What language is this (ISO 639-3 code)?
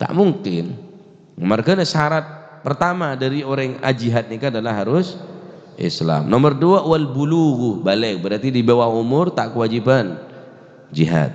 mad